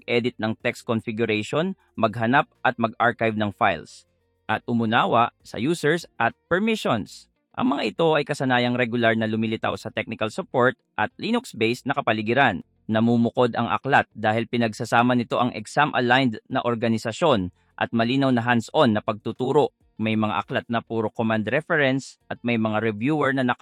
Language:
Filipino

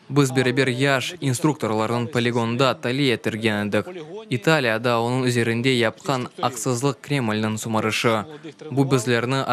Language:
Crimean Tatar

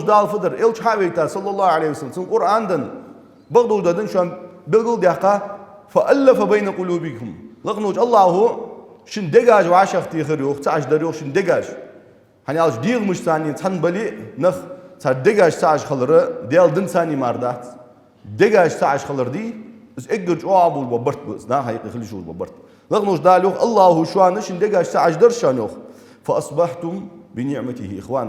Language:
Ingush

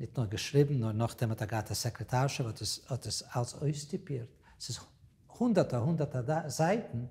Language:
Yiddish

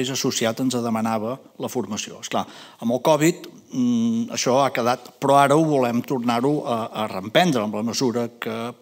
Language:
Catalan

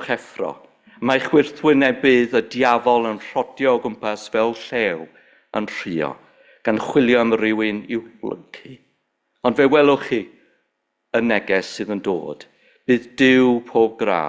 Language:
Welsh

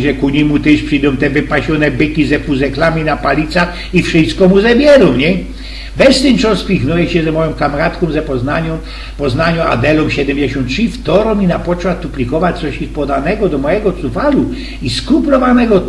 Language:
Silesian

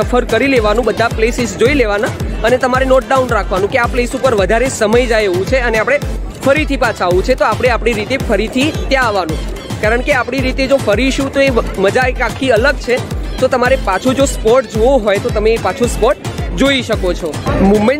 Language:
Gujarati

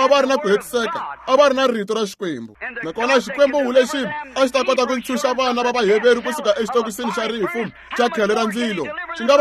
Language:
Tsonga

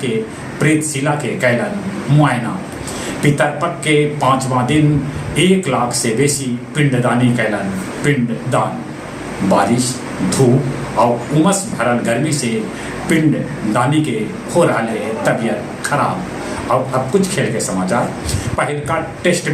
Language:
Magahi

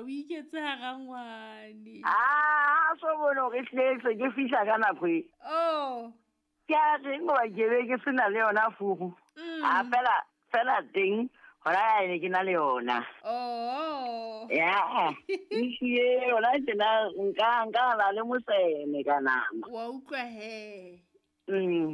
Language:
Southern Sotho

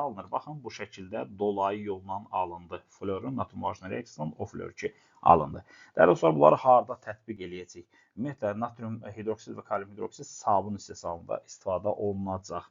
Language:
Azerbaijani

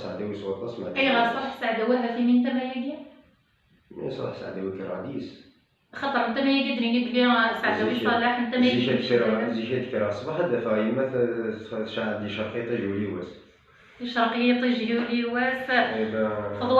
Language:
Kabyle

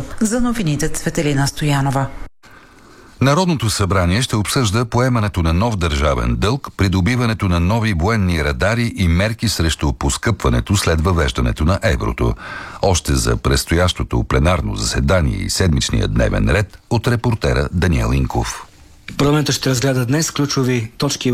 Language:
Bulgarian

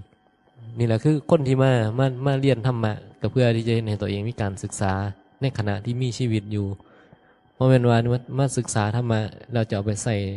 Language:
Northeastern Thai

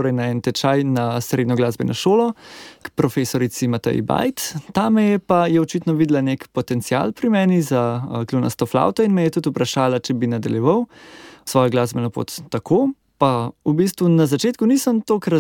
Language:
Slovenian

